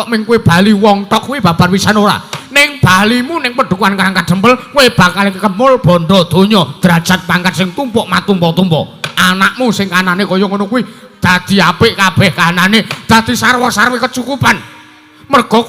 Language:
Javanese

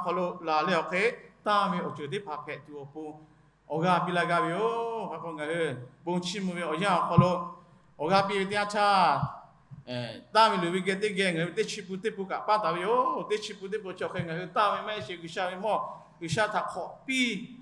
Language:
Lahu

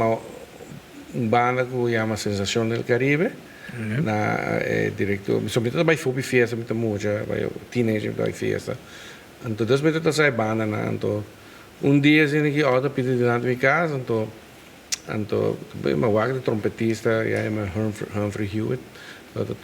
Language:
Papiamento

